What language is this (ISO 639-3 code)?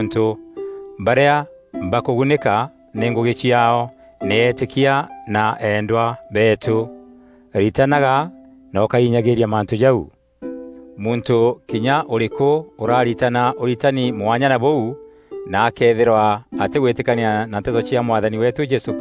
mer